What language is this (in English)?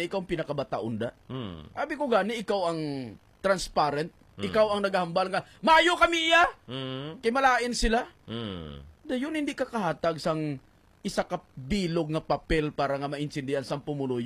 Hiligaynon